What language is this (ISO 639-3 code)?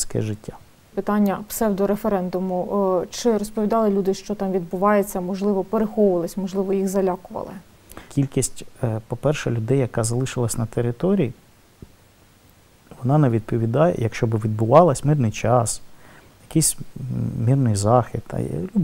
ukr